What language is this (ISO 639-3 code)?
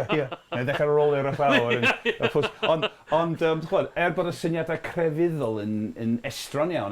cym